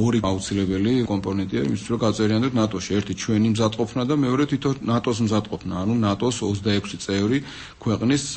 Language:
Georgian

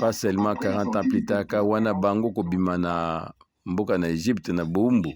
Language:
Lingala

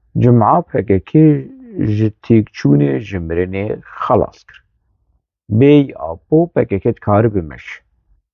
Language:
Kurdish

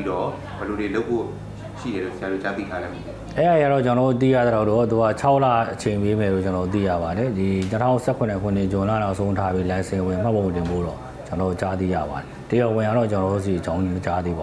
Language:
Burmese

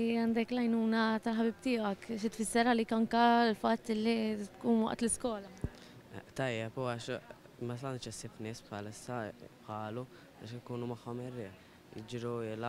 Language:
Maltese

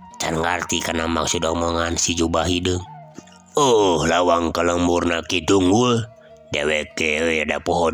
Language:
Sundanese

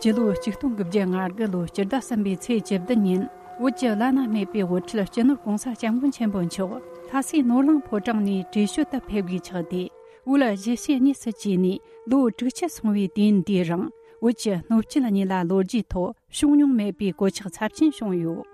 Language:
Tibetan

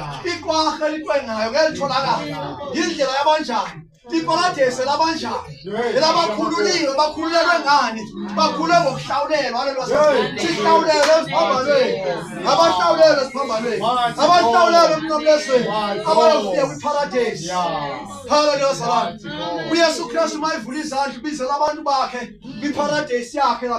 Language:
Zulu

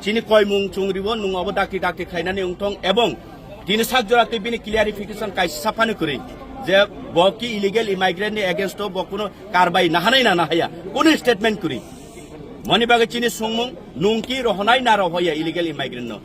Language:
Kok Borok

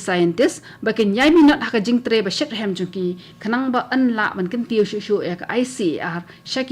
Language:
Khasi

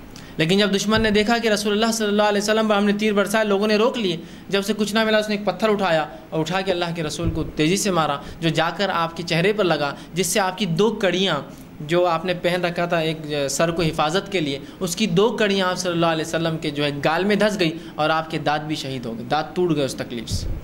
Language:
Urdu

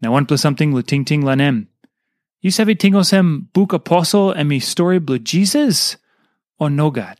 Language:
Tok Pisin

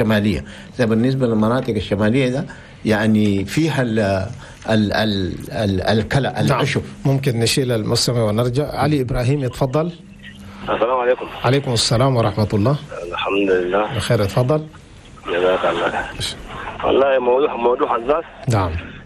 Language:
Chadian Arabic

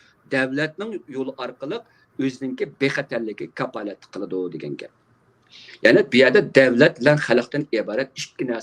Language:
Uyghur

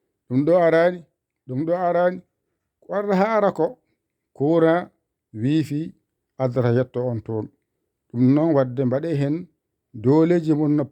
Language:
Fula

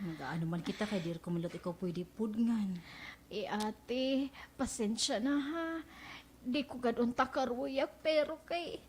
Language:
Waray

